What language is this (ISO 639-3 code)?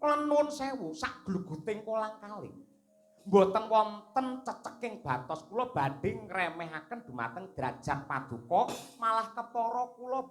jav